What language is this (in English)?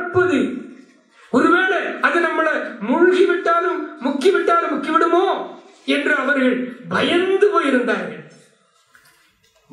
Tamil